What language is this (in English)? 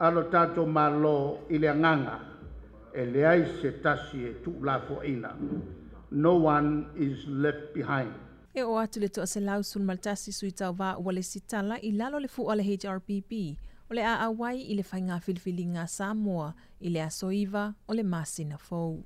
Samoan